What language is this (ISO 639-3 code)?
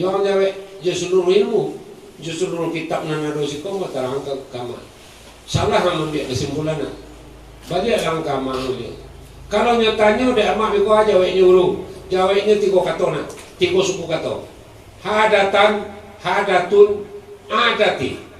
min